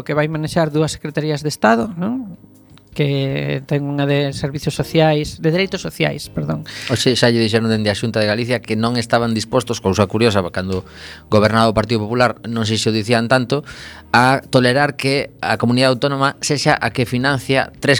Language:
Galician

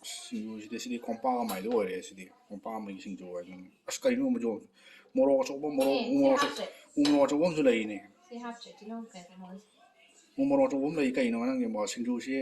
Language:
Manipuri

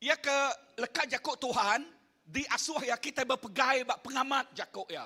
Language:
Iban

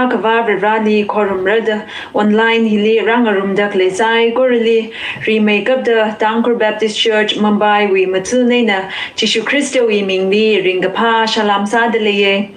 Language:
Tangkhul Naga (India)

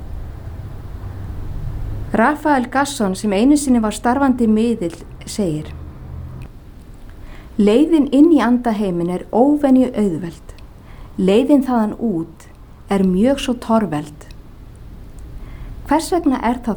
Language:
Icelandic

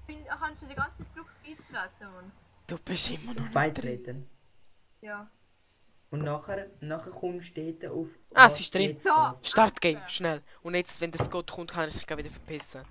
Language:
Swiss German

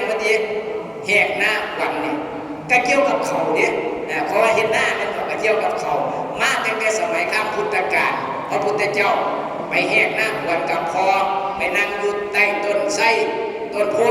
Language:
Northeastern Thai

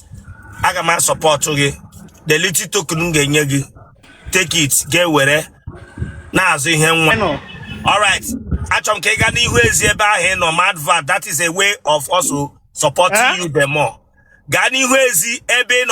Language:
Igbo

